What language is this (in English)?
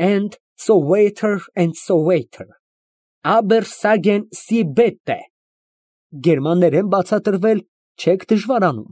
Armenian